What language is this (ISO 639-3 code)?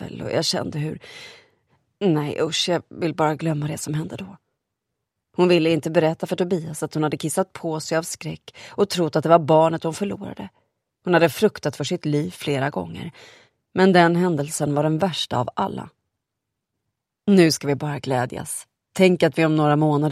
swe